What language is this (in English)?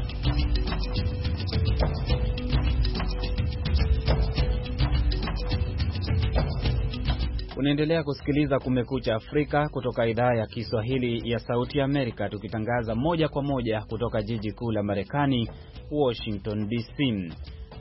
Swahili